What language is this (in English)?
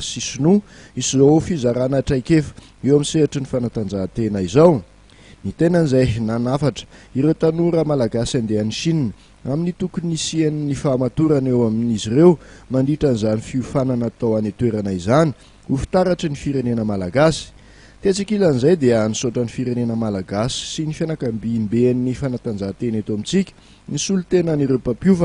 Malagasy